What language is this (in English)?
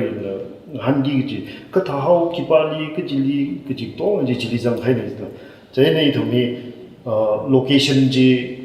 Tangkhul Naga (India)